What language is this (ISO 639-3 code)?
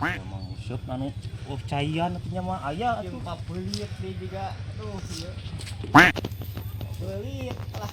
sun